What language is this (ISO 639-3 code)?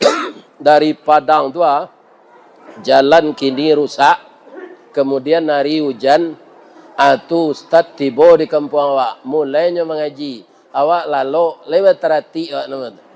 min